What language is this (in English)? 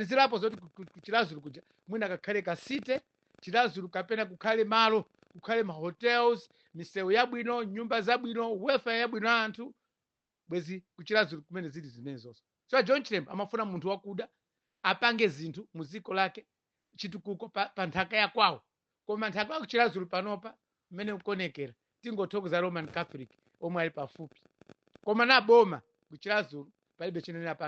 Nyanja